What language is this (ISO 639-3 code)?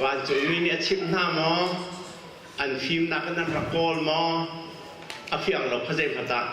cnh